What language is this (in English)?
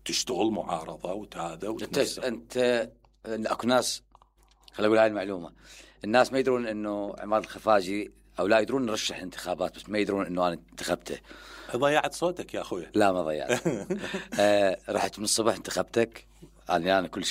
Mesopotamian Arabic